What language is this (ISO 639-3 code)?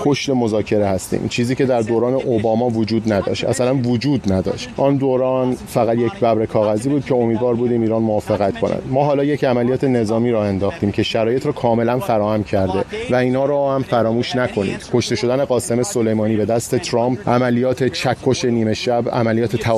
fas